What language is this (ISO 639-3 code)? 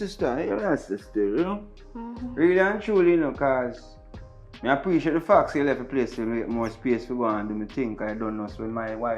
jam